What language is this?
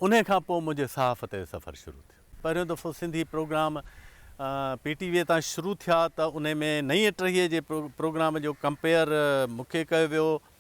Sindhi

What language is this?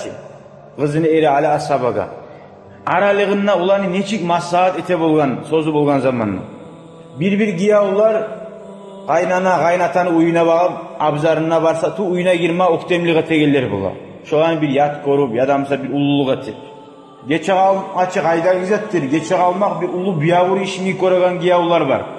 Kumyk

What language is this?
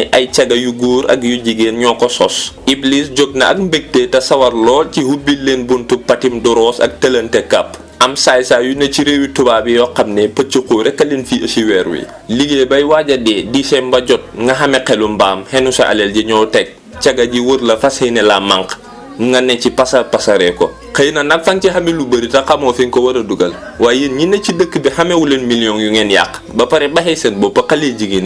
Wolof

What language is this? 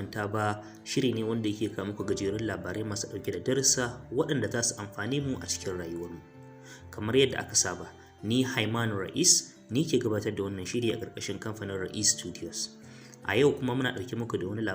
Hausa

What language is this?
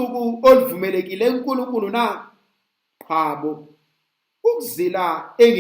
Zulu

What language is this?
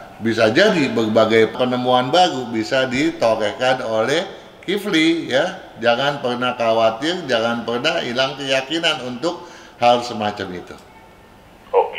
Indonesian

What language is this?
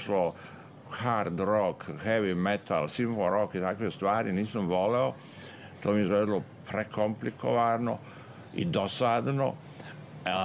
Serbian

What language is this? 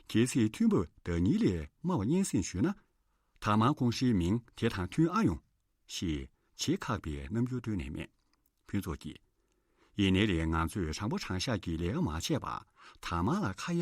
Tibetan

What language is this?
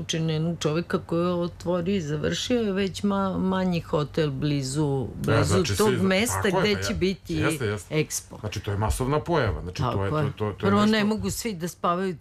Serbian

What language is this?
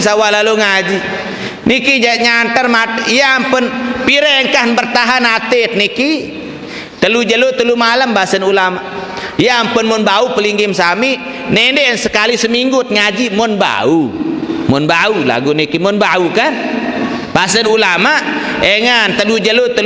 Sasak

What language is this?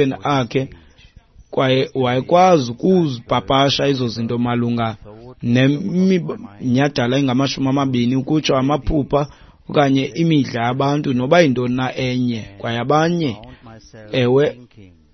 Xhosa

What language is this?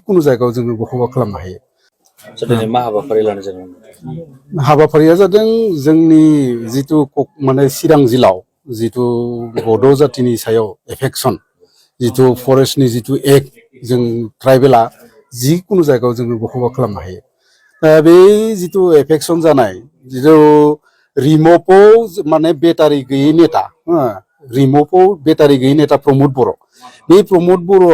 Bodo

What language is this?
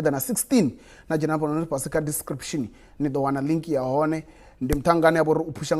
Venda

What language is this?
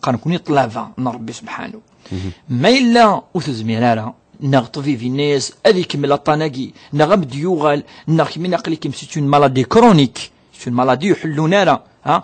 Kabyle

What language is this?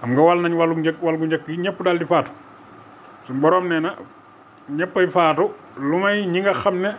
Wolof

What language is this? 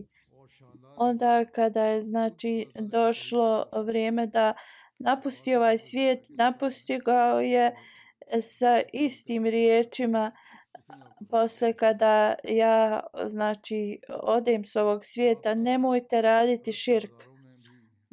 Bosnian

